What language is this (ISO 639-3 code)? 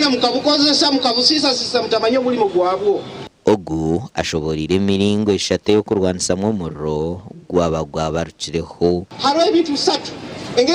nyn